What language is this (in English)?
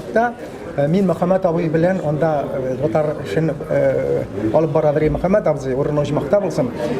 Tatar